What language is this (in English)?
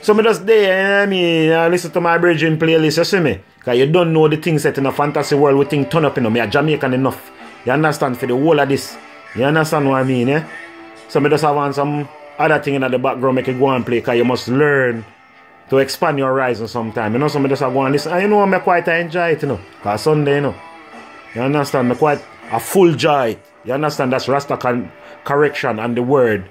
Jamaican Creole English